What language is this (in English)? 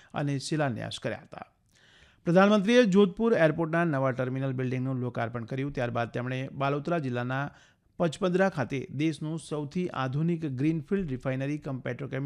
Gujarati